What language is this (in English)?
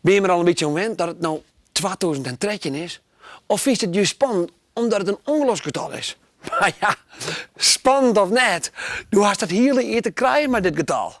Western Frisian